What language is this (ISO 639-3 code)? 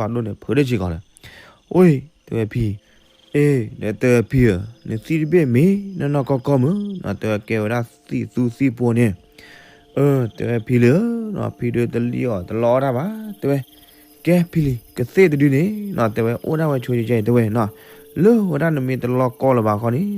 ksw